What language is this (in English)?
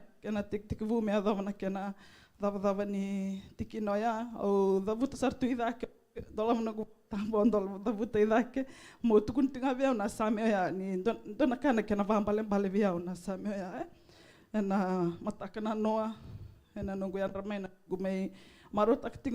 Fijian